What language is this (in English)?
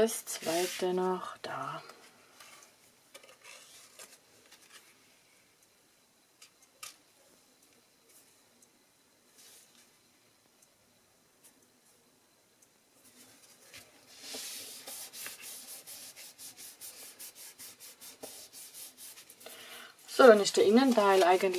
German